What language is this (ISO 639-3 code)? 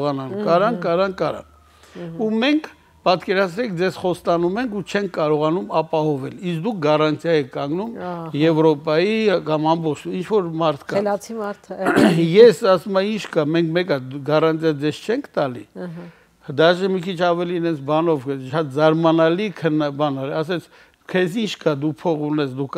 hye